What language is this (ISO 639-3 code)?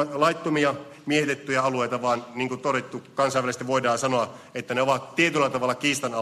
fin